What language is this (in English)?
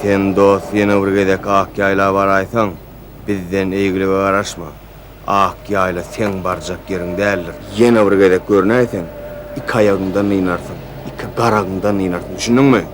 Turkmen